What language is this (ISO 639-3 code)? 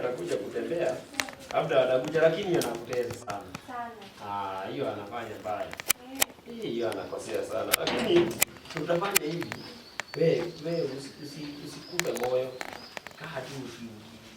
swa